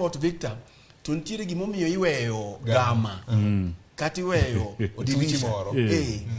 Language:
Luo (Kenya and Tanzania)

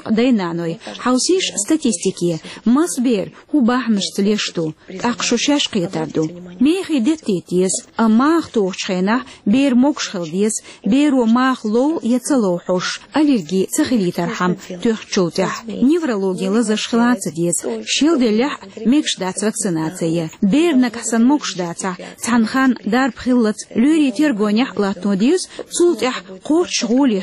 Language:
Chechen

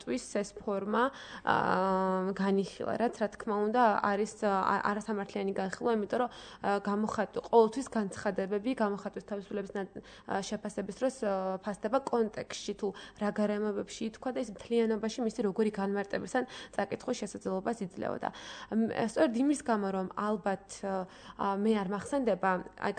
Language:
Georgian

